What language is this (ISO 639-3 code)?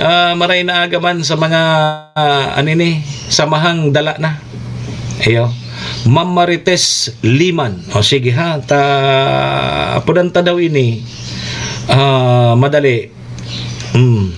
bik